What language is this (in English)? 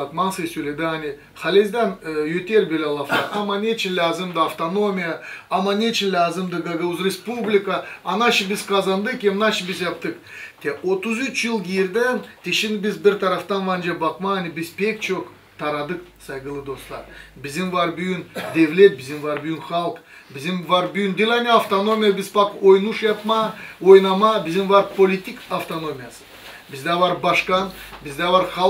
Gagauz